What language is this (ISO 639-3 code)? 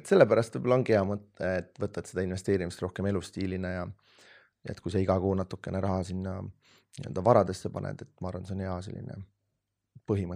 est